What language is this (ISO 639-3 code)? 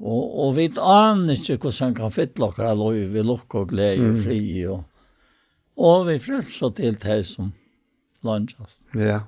fao